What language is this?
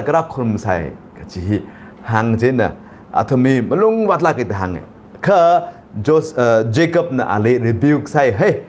Tangkhul Naga (India)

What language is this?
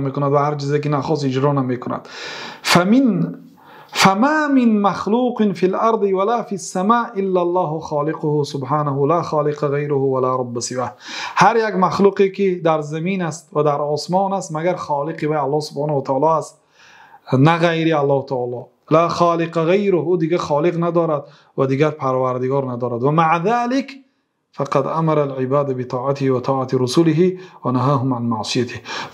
Persian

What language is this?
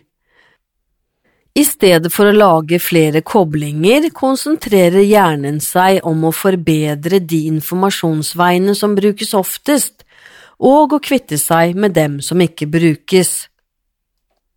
Norwegian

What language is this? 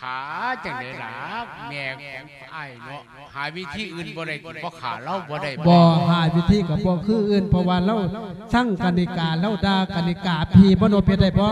Lao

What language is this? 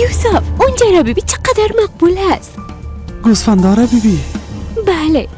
Persian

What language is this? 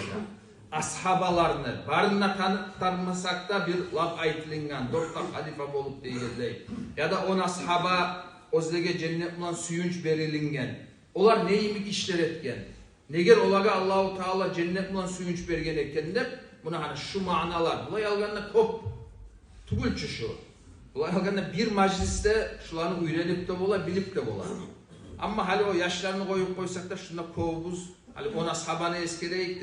Kumyk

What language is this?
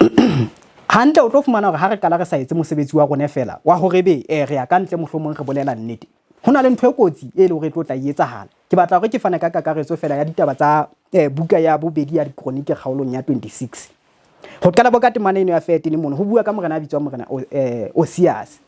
Southern Sotho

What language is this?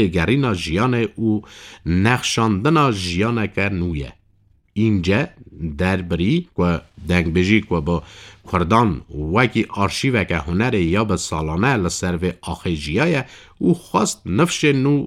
Kurdish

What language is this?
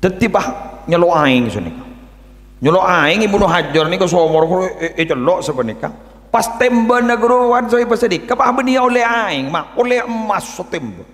Madurese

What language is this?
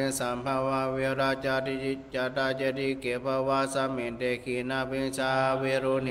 Pali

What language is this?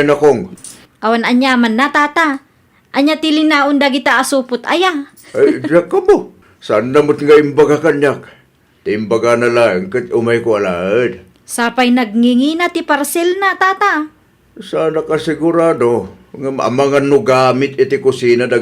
Iloko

